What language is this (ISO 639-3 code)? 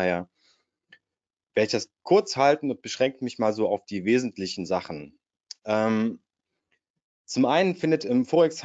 deu